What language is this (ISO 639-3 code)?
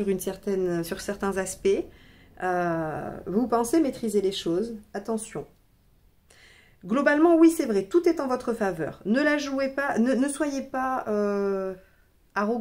fra